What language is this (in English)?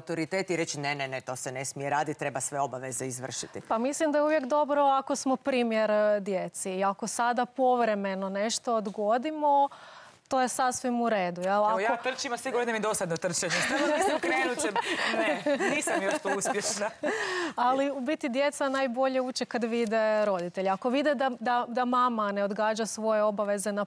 Croatian